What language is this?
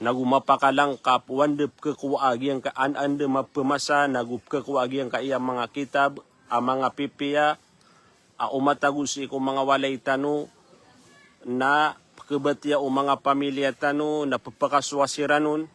Maranao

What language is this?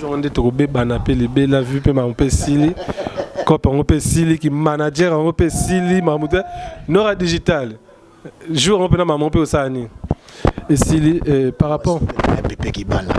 Lingala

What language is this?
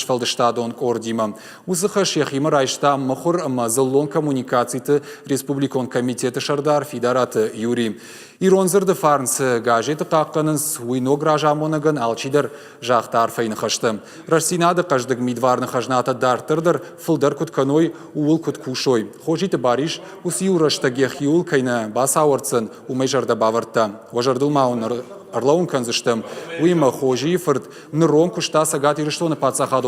Ossetic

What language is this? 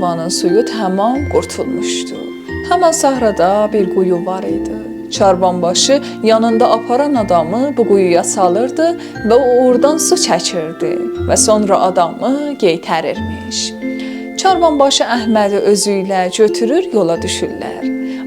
South Azerbaijani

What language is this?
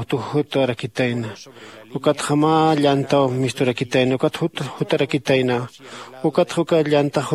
Aymara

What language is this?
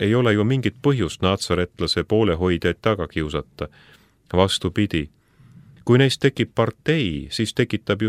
Estonian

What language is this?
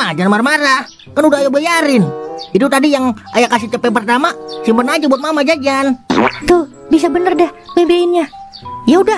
Betawi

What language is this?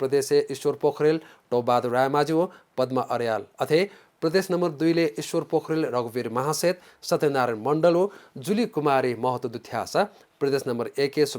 Newari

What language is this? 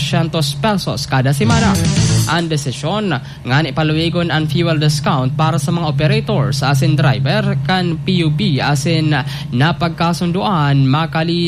Bikol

